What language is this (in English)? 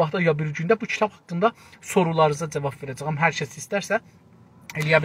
South Azerbaijani